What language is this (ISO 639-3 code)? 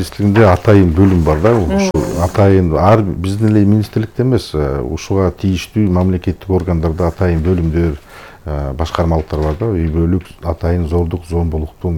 kir